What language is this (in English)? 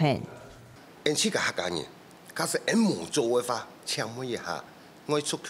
Hakka Chinese